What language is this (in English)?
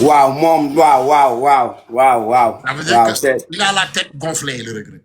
Wolof